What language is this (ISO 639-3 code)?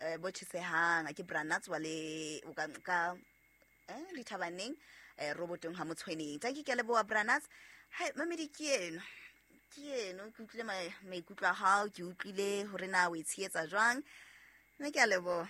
sot